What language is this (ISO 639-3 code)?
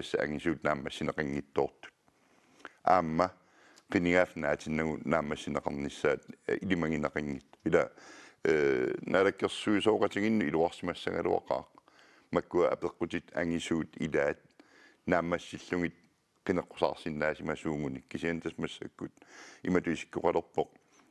kal